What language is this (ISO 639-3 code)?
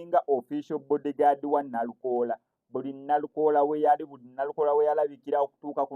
lug